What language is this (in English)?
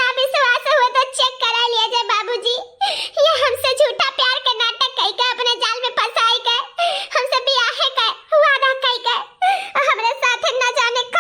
Awadhi